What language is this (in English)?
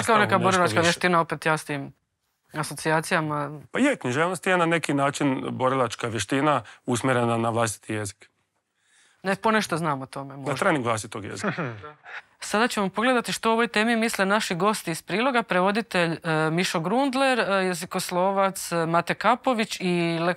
Croatian